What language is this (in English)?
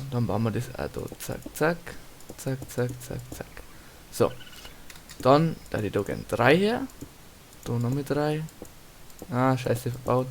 Bavarian